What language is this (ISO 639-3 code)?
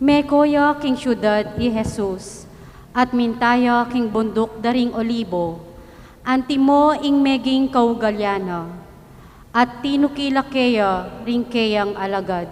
pam